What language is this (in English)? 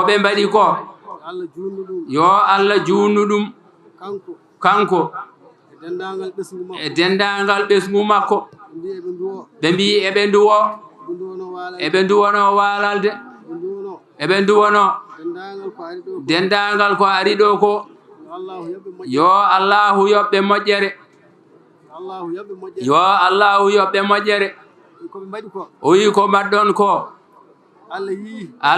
Fula